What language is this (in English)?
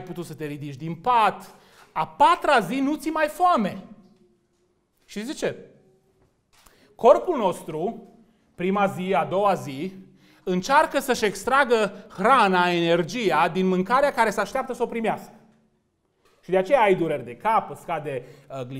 Romanian